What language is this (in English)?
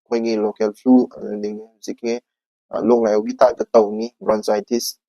Manipuri